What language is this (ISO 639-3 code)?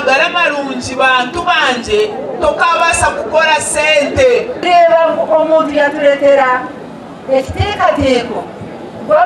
nyn